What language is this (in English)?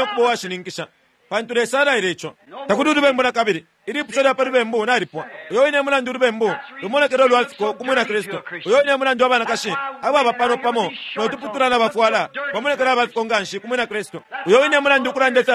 Bemba